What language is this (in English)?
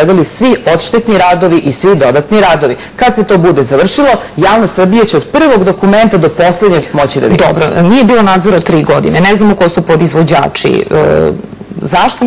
Serbian